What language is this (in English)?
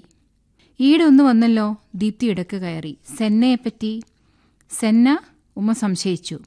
Malayalam